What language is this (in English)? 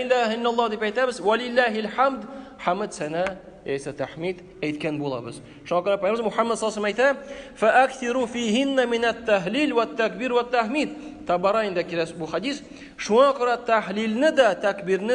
Tatar